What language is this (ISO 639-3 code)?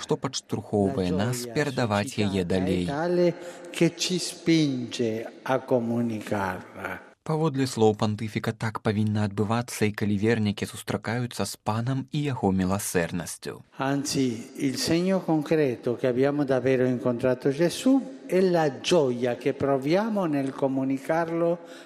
bel